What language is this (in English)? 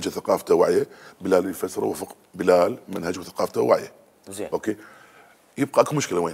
Mesopotamian Arabic